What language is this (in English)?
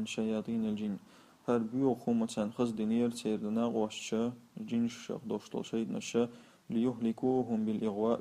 Chechen